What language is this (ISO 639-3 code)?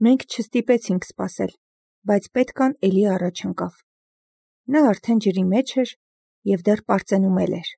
hye